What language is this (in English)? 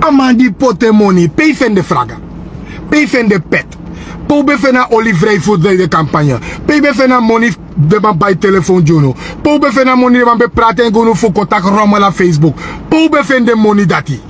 Sranan Tongo